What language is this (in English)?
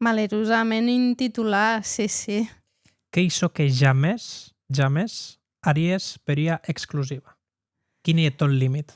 Occitan